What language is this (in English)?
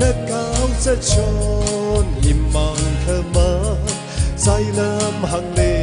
Tangkhul Naga (India)